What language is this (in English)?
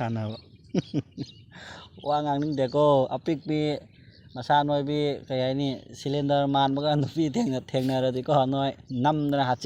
Manipuri